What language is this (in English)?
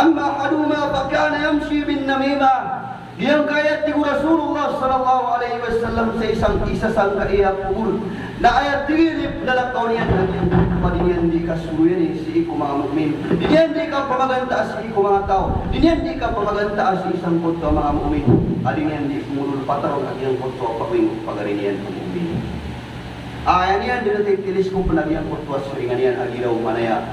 Maranao